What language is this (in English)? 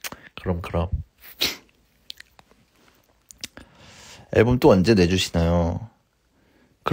Korean